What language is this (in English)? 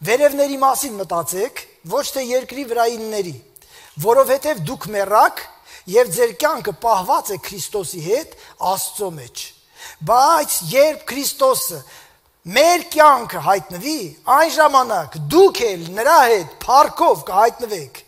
Armenian